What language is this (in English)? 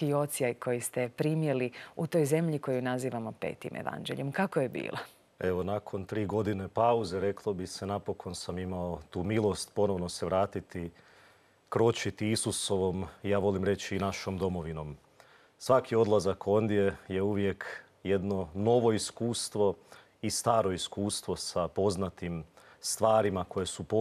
Croatian